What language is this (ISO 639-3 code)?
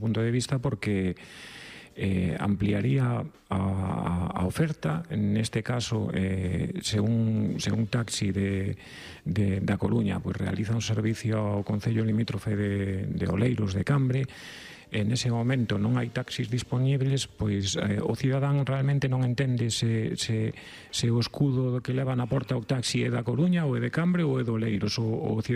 glg